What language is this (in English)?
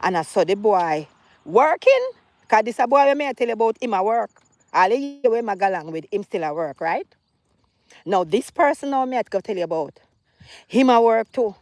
Jamaican Creole English